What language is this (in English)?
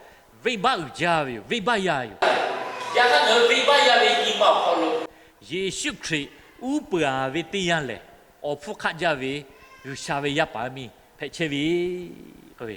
Lahu